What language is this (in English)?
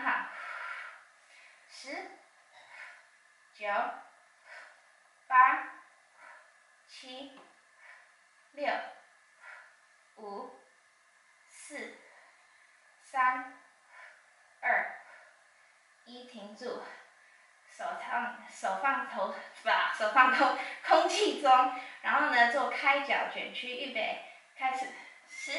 Chinese